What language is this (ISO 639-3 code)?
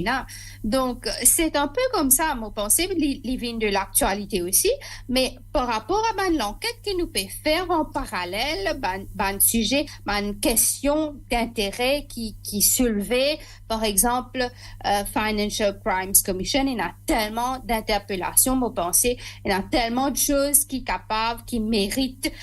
mfe